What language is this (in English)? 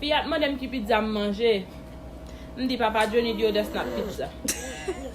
Haitian Creole